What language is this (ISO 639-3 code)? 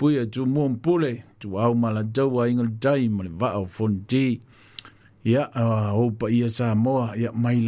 smo